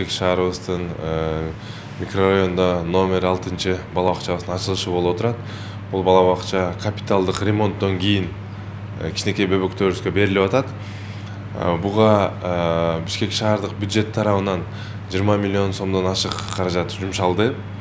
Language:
Kyrgyz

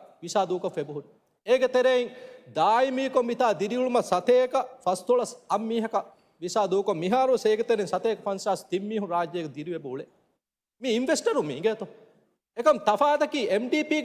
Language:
Divehi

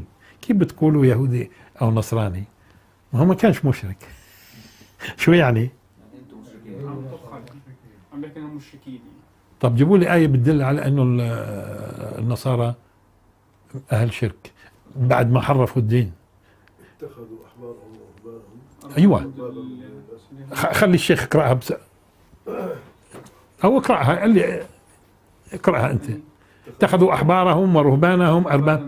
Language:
South Levantine Arabic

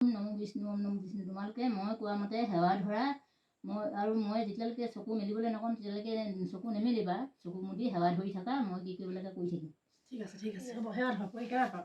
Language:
Assamese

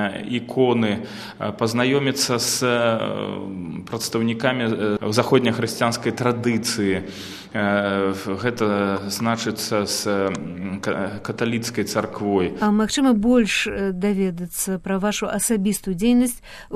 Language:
Belarusian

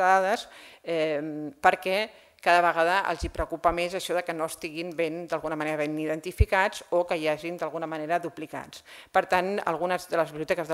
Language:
Catalan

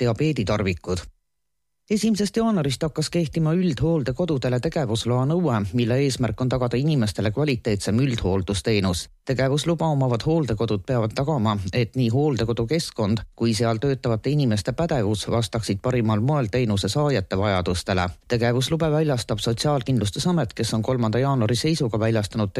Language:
Estonian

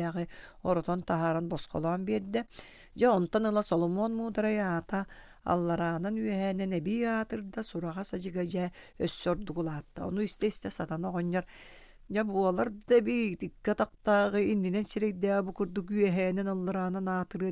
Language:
Yakut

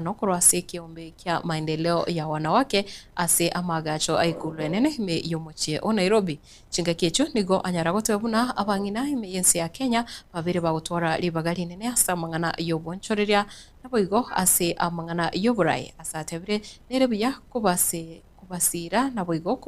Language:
Gusii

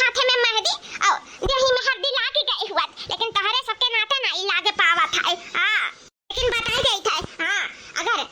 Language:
Awadhi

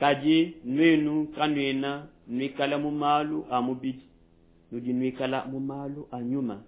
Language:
Luba-Lulua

